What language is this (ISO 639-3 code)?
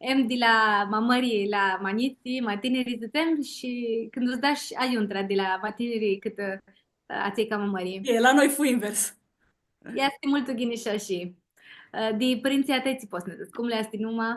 rup